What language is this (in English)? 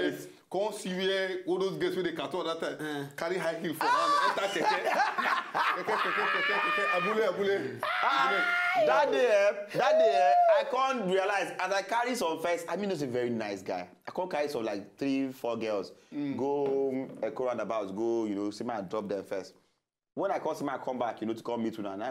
Nigerian Pidgin